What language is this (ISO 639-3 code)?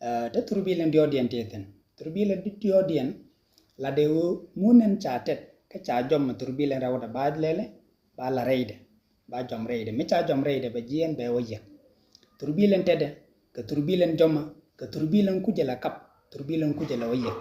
nus